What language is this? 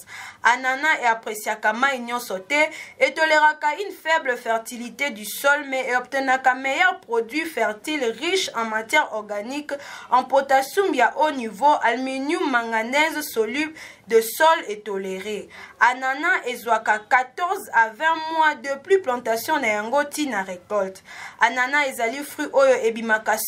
Lingala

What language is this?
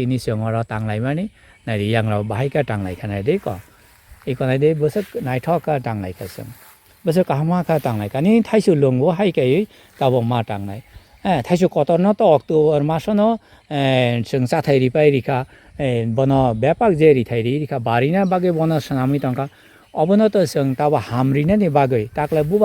Kok Borok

